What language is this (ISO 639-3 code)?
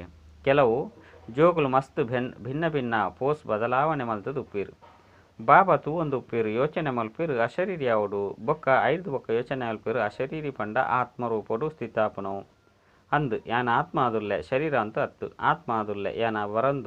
tcy